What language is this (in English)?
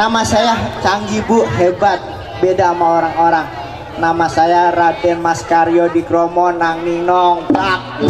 Betawi